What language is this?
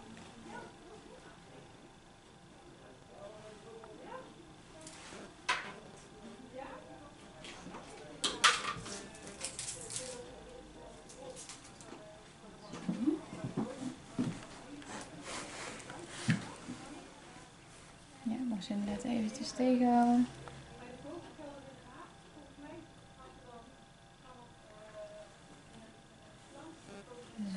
Dutch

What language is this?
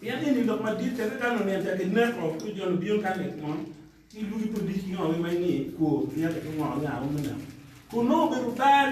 Acoli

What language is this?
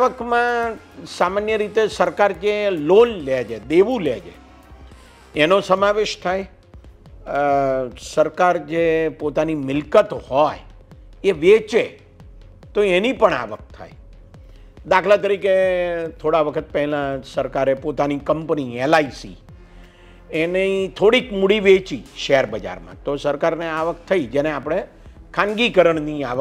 Gujarati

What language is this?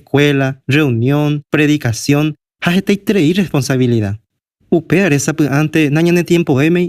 Guarani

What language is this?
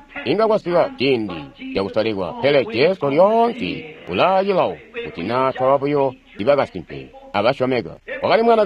Tonga (Zambia)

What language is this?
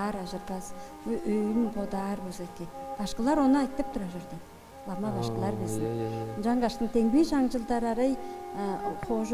Tuvinian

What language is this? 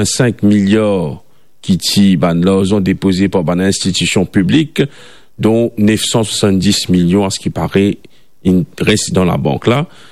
Morisyen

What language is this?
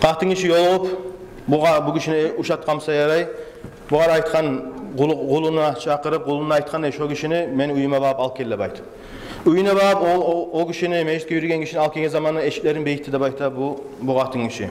Kumyk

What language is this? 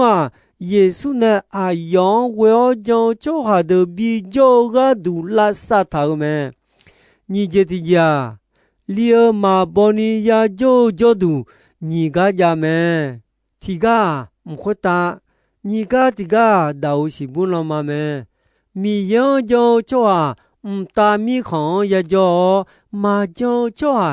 Akha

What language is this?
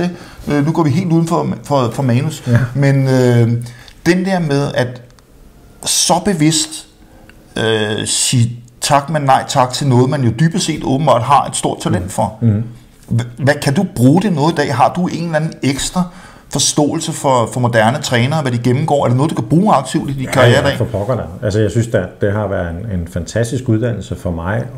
Danish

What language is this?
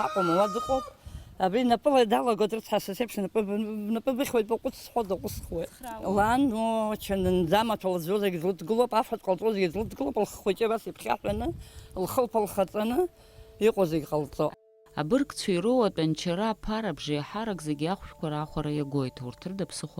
Abkhazian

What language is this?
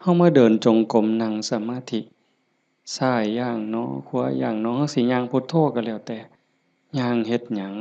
Northeastern Thai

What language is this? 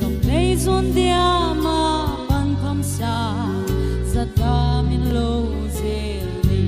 Tedim Chin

